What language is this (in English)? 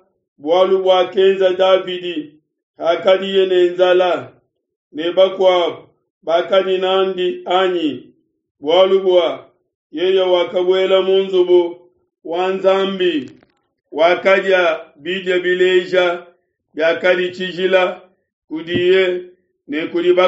Luba-Lulua